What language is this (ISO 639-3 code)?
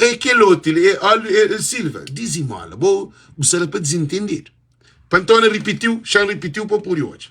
kea